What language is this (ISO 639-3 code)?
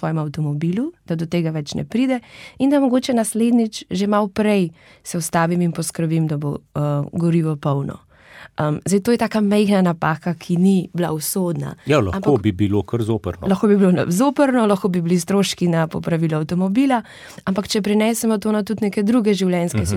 slv